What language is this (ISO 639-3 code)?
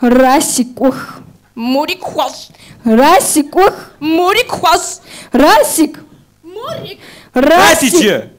kbd